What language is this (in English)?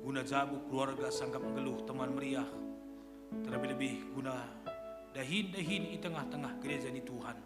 Batak Karo